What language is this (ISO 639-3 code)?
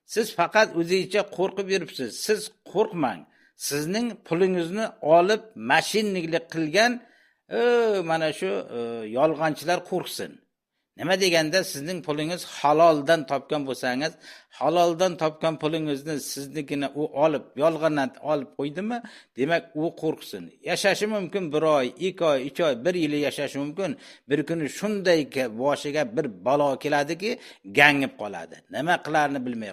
uzb